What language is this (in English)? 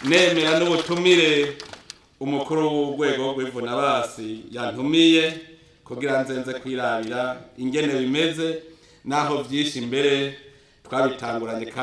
Rundi